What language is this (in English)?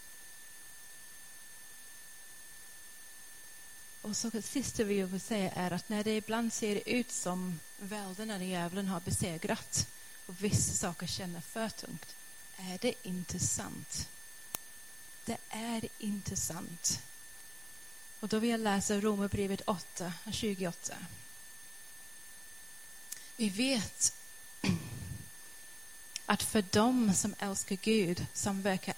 Swedish